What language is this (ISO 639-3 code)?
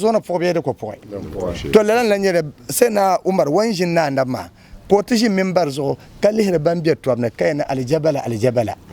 dag